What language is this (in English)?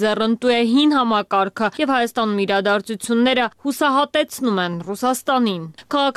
Armenian